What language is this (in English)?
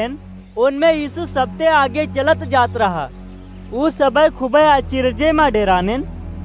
Awadhi